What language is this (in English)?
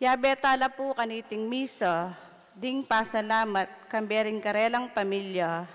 Pampanga